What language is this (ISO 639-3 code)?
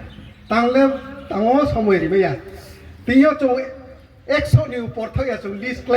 ria